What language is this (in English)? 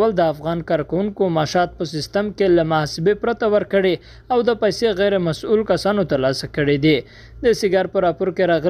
Pashto